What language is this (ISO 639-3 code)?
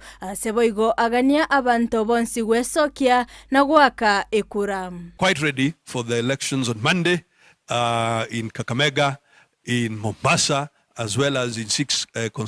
guz